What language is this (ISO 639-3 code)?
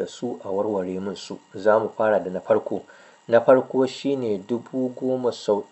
hau